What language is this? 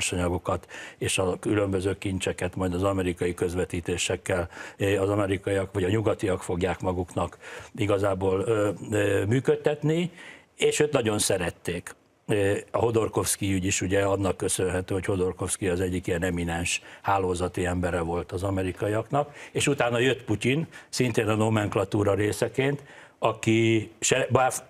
Hungarian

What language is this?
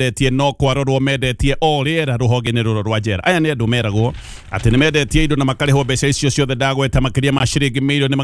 Kikuyu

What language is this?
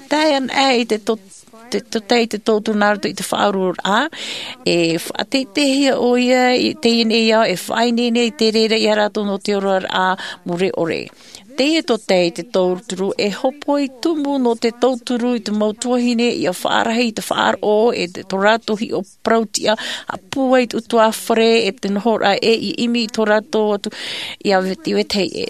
Tahitian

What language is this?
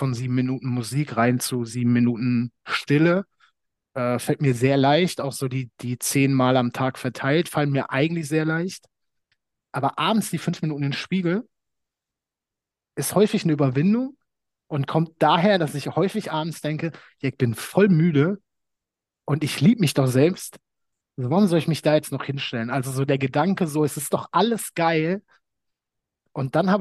German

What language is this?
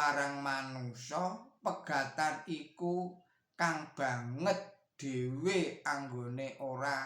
Javanese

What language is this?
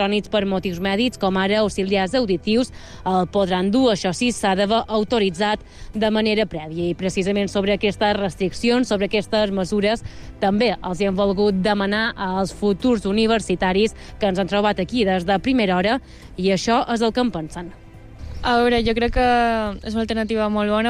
Catalan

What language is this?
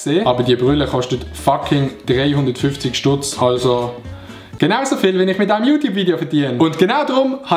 Swiss German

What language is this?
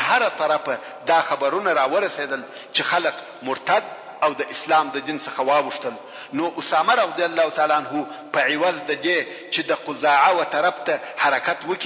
Pashto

